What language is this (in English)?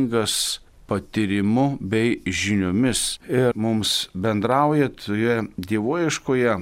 Lithuanian